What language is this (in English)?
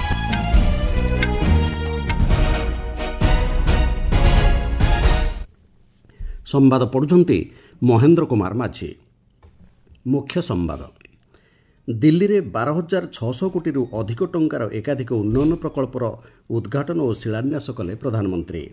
Odia